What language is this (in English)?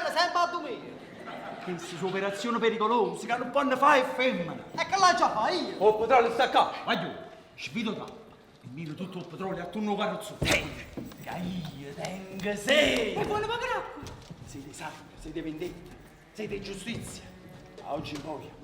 Neapolitan